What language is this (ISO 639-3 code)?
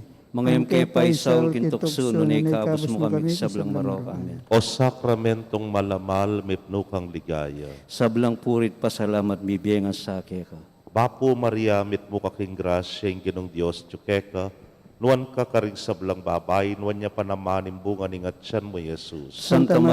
pam